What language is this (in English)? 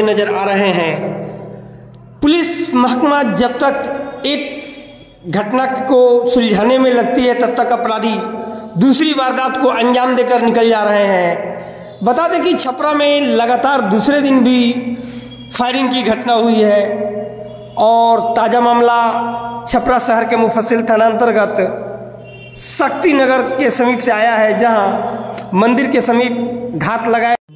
Hindi